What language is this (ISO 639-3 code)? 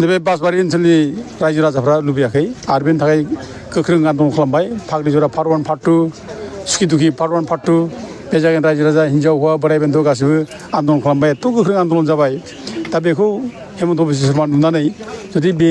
brx